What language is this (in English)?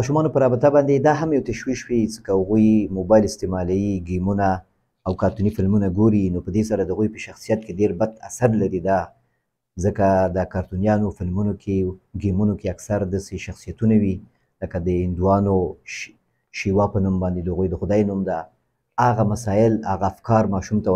Pashto